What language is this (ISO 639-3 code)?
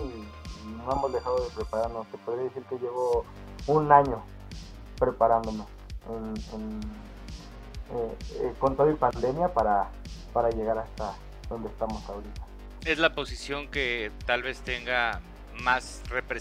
spa